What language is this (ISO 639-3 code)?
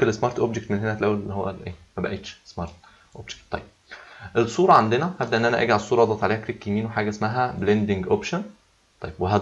arz